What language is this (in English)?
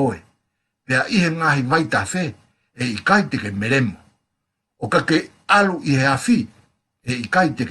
Tongan